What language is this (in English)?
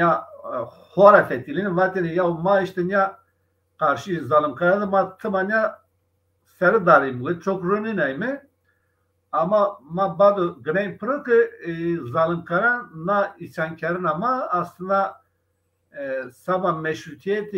Zaza